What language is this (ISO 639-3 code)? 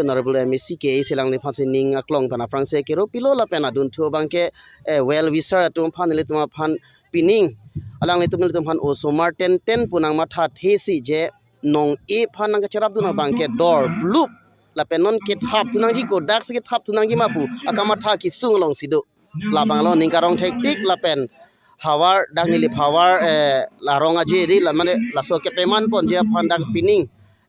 mjw